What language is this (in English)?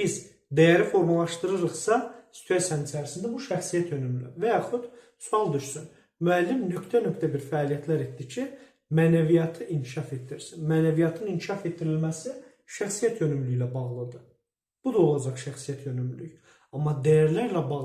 Azerbaijani